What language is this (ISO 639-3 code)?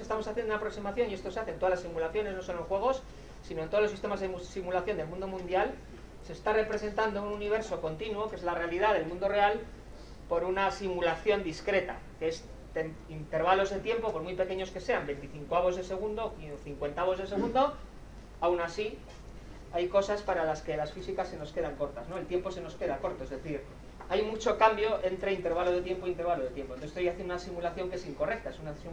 spa